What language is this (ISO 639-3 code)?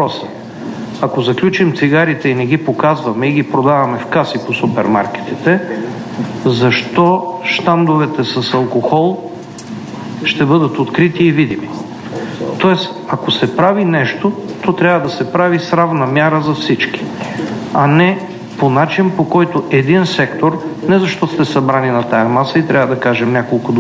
bul